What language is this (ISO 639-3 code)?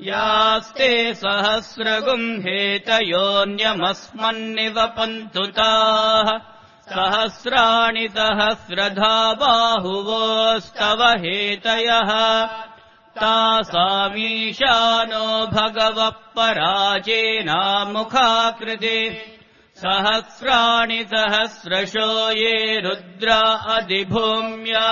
san